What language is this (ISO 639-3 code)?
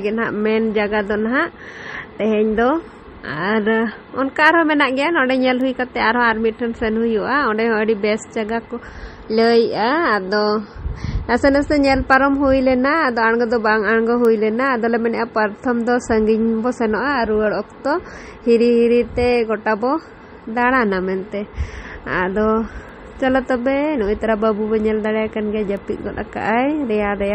sat